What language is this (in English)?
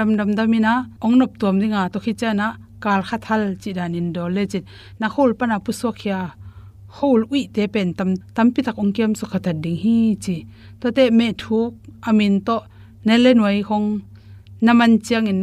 Tedim Chin